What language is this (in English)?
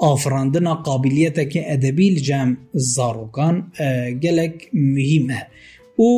Kurdish